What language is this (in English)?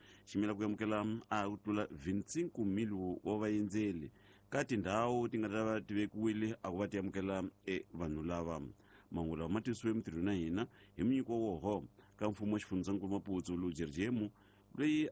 Tsonga